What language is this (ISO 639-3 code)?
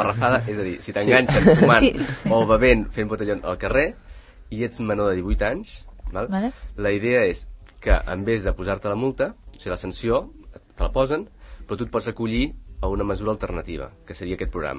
cat